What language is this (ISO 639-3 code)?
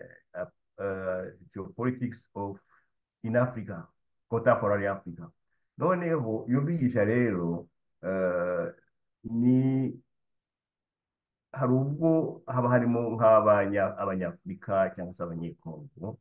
kin